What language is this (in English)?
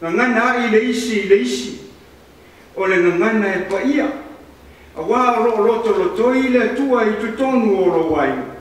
Samoan